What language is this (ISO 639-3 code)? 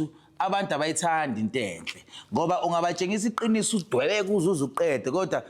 zul